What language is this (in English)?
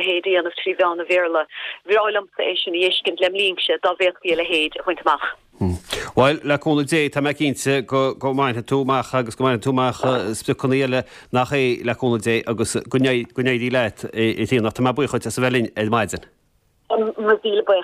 Irish